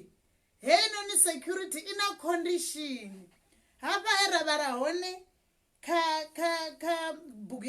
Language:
Venda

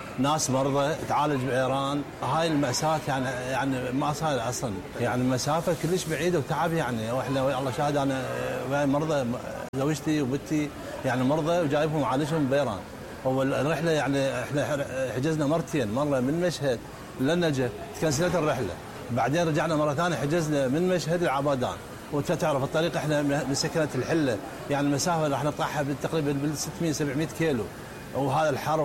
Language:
Mesopotamian Arabic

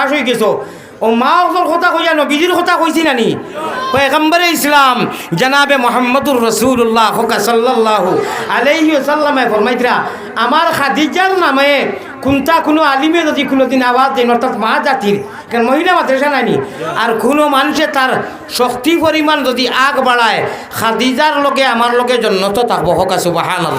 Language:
Sylheti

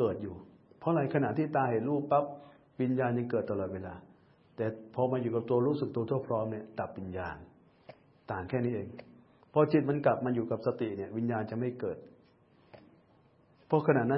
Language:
Thai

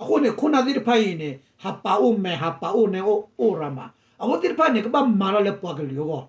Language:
S'gaw Karen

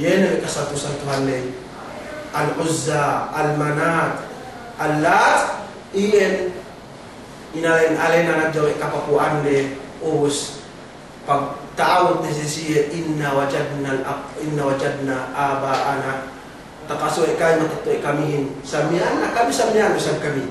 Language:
Yakan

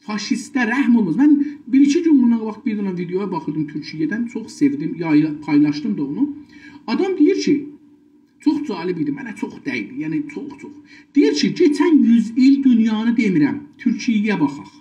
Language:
South Azerbaijani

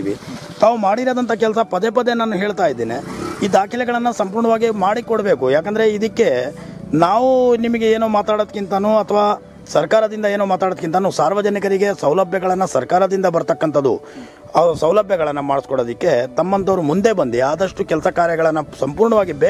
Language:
Kannada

